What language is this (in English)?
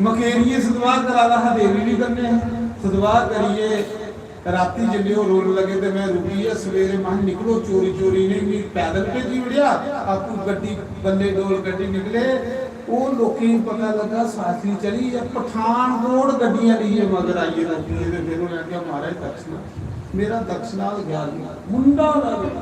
Dogri